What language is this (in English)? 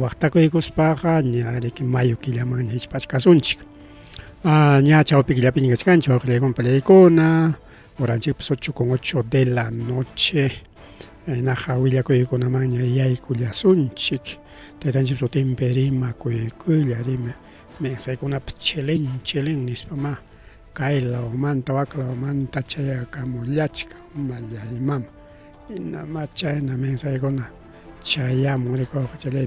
Ayacucho Quechua